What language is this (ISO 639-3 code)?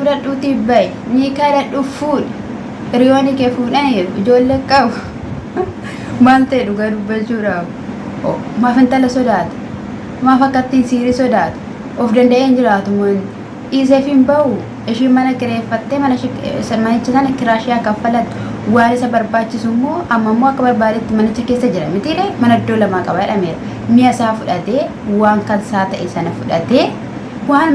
orm